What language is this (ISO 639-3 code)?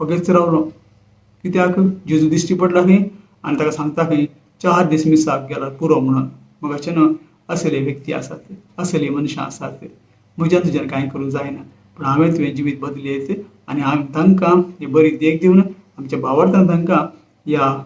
kok